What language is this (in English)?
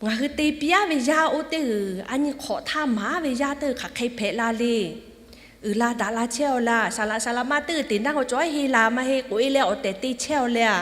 Lahu